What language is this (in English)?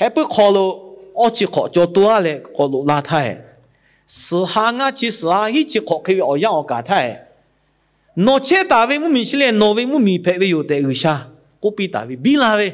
Lahu